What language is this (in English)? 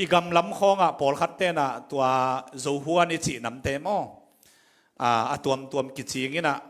Tedim Chin